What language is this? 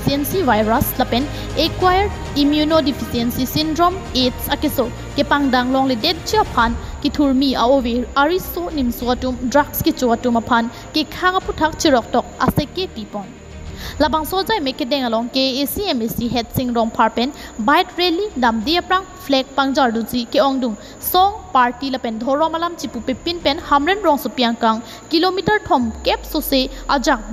Karbi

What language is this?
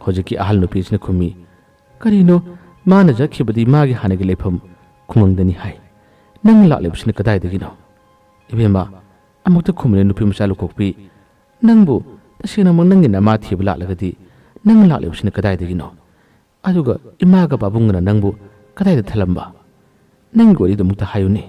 Manipuri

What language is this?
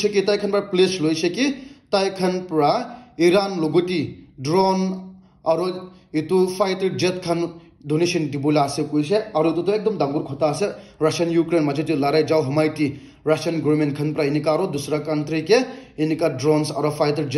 Naga Pidgin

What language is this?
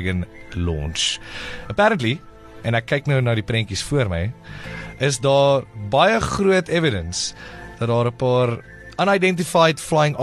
Afrikaans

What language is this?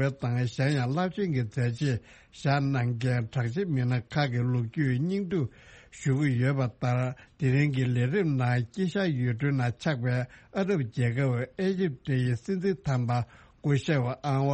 Tibetan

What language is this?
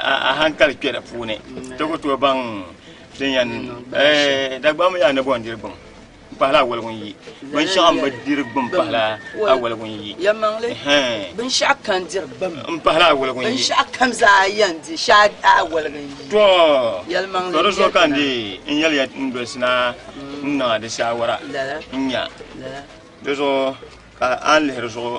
Dagbani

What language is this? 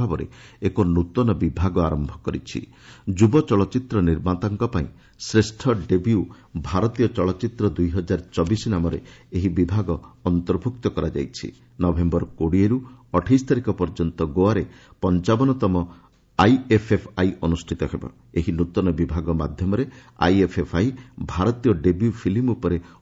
Odia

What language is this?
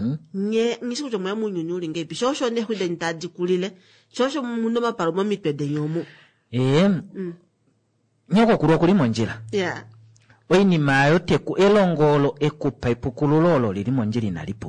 Kuanyama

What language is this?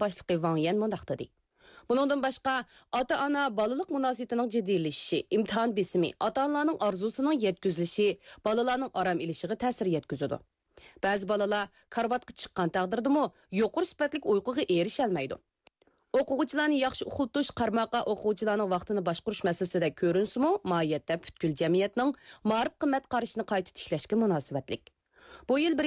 Kyrgyz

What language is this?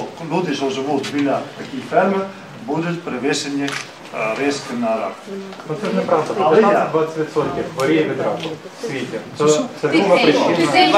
Ukrainian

